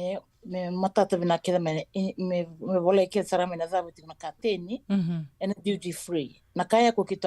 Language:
Fijian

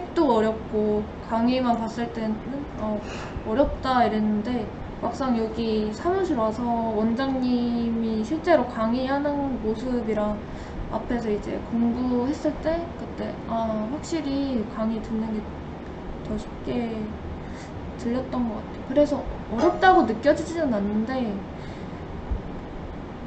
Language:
Korean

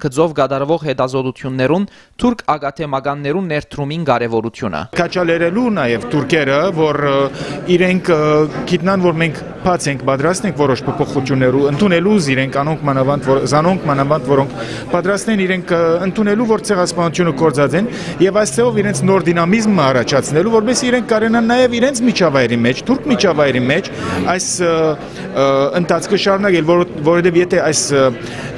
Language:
Western Armenian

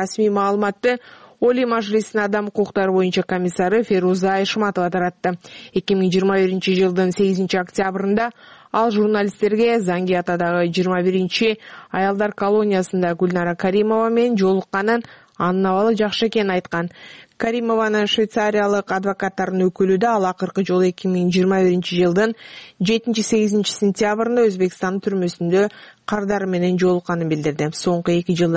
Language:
Kyrgyz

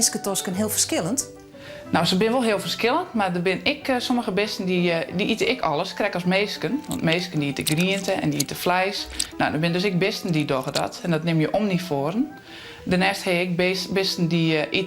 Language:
Western Frisian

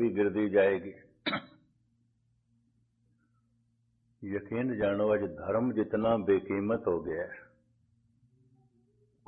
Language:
Punjabi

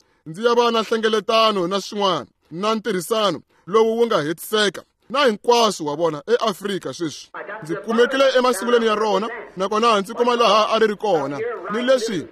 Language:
Tsonga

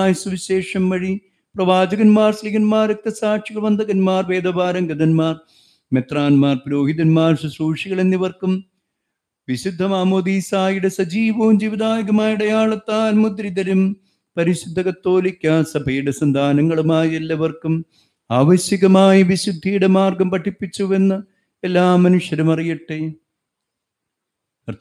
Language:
Malayalam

